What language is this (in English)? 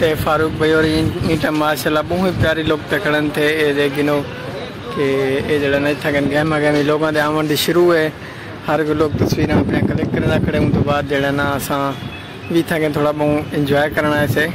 Saraiki